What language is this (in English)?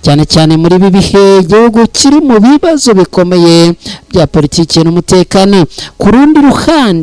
Kinyarwanda